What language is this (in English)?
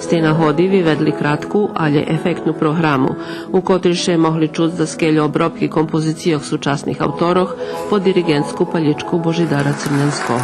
Rusyn